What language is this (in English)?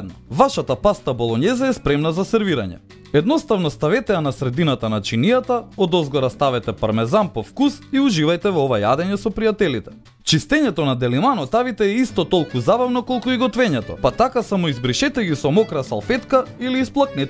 Macedonian